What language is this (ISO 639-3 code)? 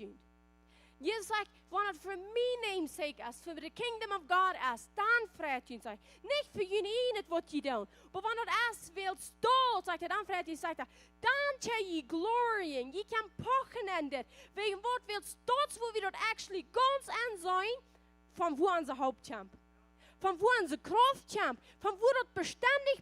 pdt